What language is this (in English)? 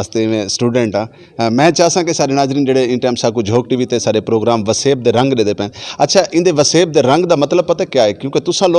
Saraiki